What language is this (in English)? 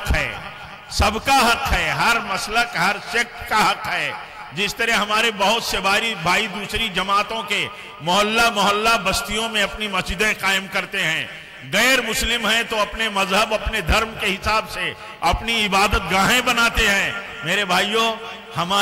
Urdu